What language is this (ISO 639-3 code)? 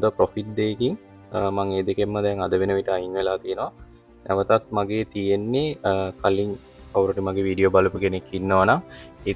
sin